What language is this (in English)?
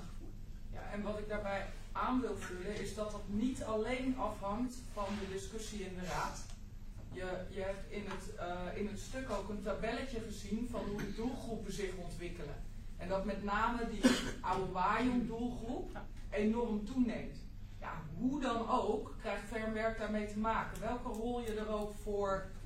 Dutch